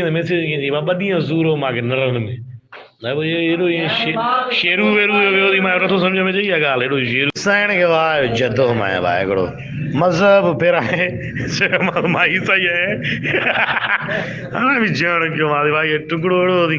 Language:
Sindhi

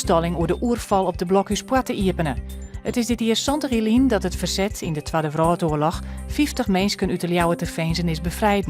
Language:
Western Frisian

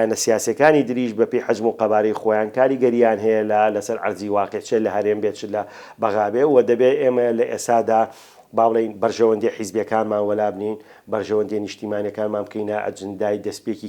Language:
Central Kurdish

